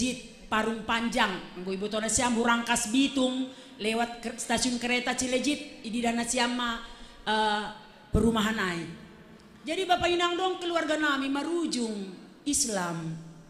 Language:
Batak Simalungun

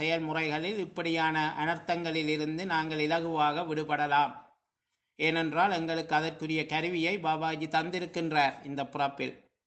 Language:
Tamil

